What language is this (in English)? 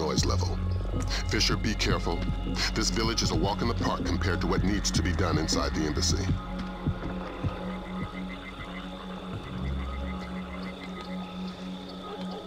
English